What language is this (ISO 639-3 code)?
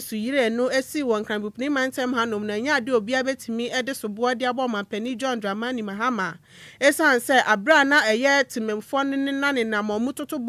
aka